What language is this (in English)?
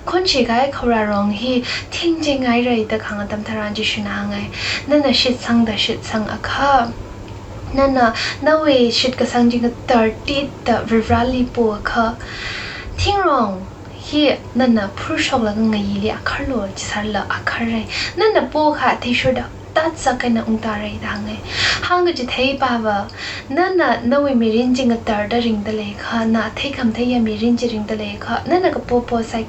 Tangkhul Naga (India)